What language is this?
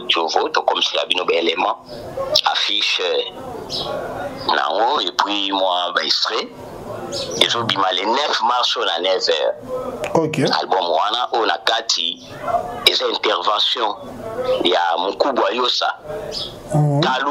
Lingala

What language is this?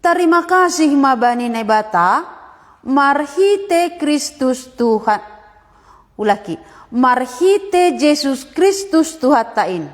Batak Simalungun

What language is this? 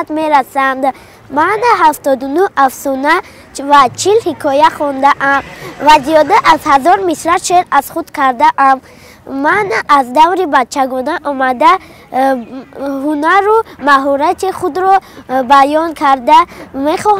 Tajik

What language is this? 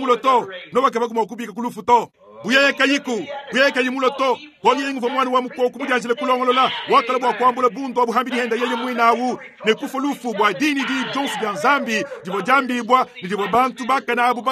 Luba-Lulua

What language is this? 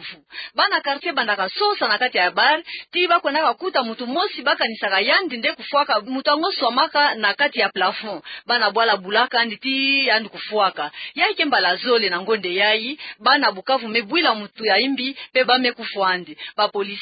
Kituba (Democratic Republic of Congo)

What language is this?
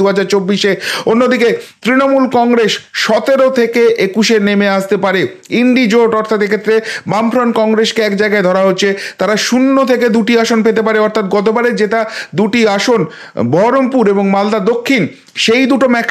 Bangla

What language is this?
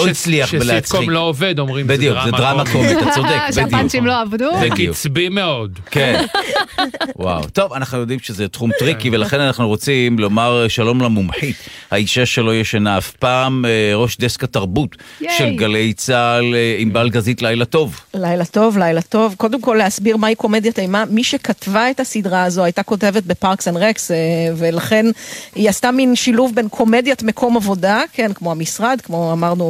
Hebrew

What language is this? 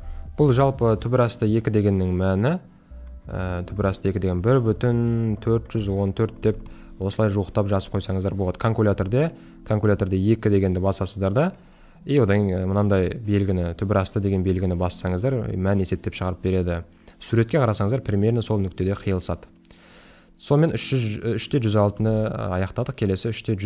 Kazakh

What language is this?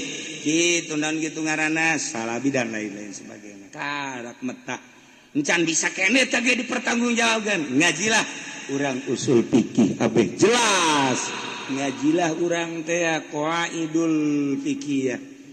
Sundanese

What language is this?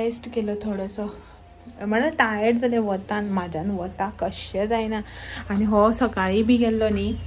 Konkani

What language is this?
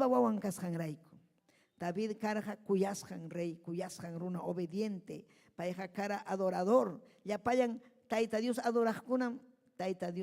Ayacucho Quechua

